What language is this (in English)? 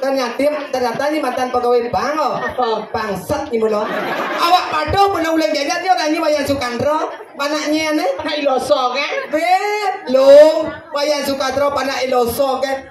Balinese